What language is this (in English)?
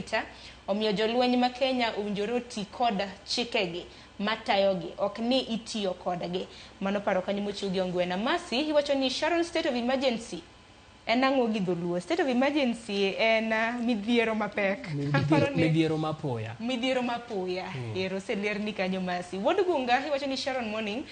Luo (Kenya and Tanzania)